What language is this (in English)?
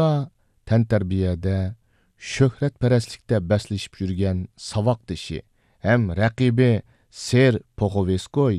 Uyghur